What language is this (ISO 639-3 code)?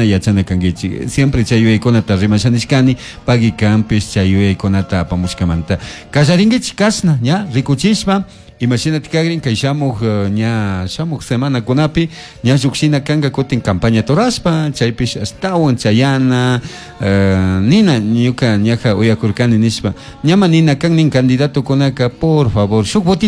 qug